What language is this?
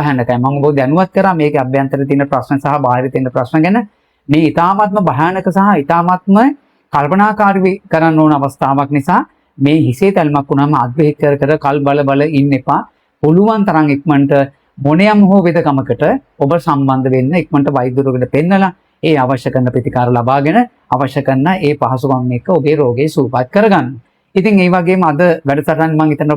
Sinhala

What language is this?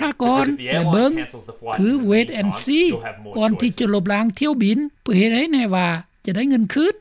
Lao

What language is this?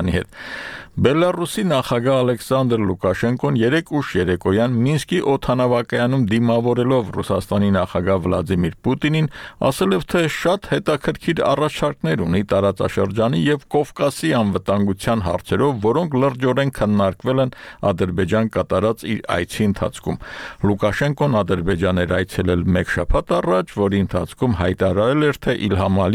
Armenian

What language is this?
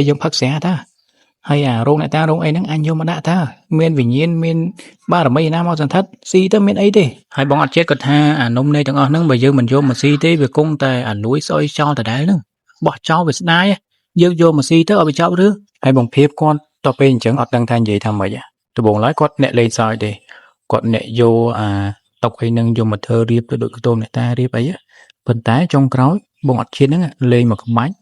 Khmer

